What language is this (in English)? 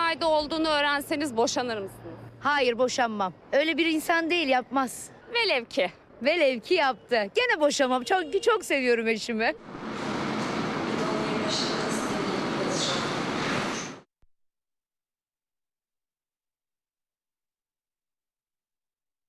Turkish